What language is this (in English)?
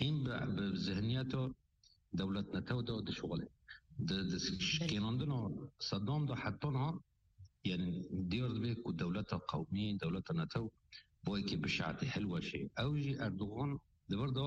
Kurdish